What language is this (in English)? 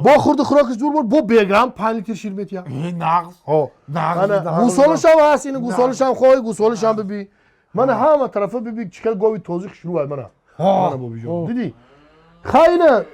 Tajik